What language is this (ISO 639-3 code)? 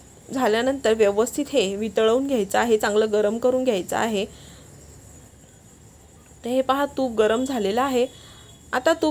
mar